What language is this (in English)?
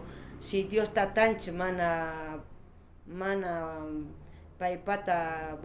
South Bolivian Quechua